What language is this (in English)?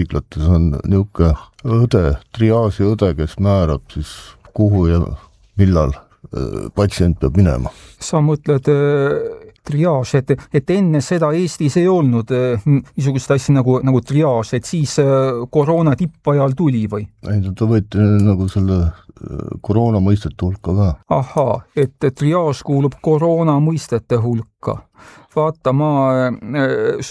Estonian